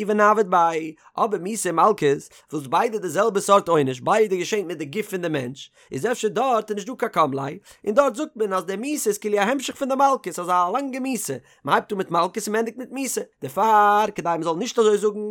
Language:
Yiddish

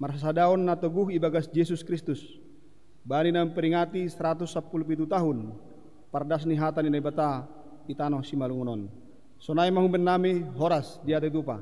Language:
Batak Simalungun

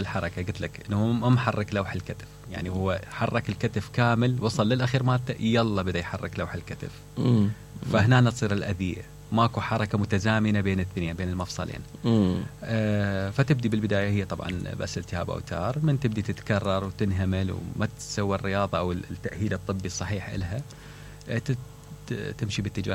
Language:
Mesopotamian Arabic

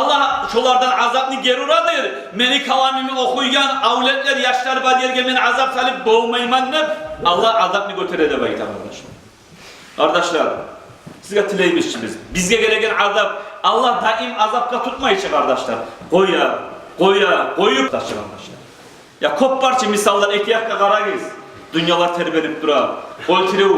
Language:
Kumyk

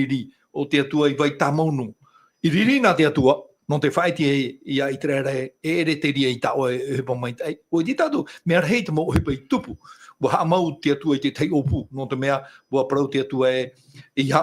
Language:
Tahitian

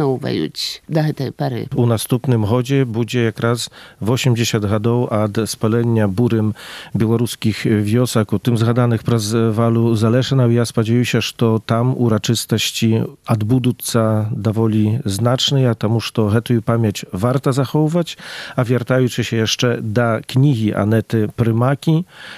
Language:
Belarusian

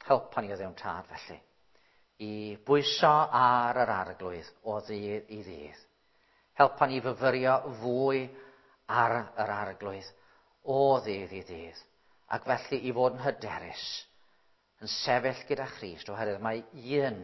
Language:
Welsh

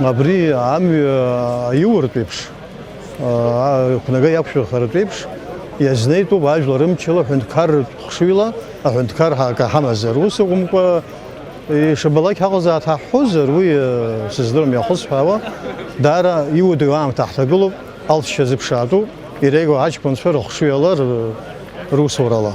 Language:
Abkhazian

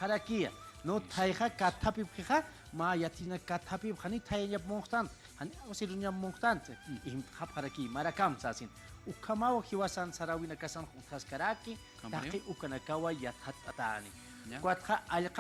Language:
Aymara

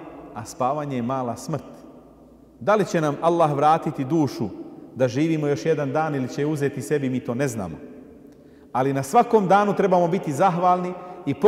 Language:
Bosnian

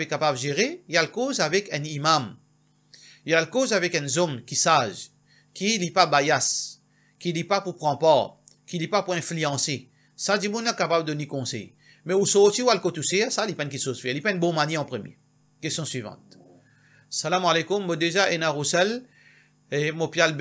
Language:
Morisyen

